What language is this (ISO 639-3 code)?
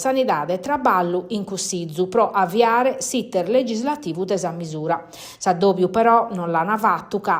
srd